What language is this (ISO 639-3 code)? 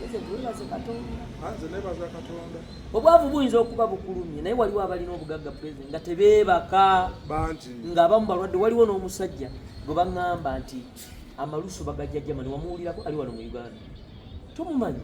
lug